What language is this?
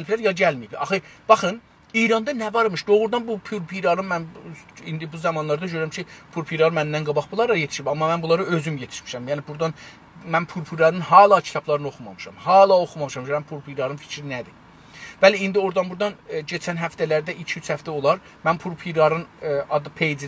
South Azerbaijani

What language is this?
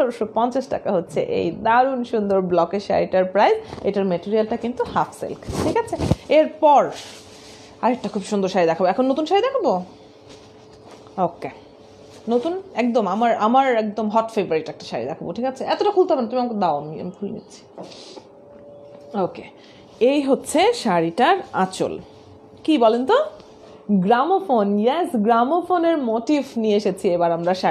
Bangla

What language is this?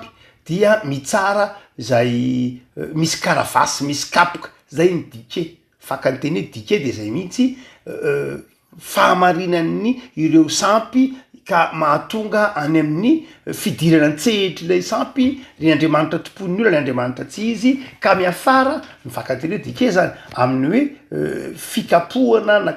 Malagasy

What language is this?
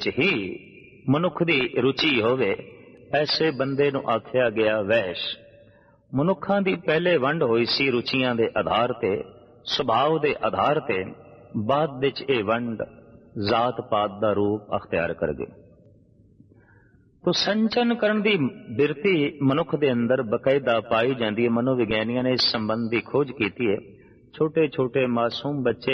Punjabi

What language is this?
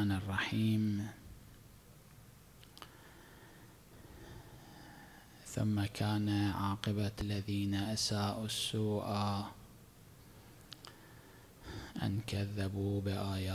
Arabic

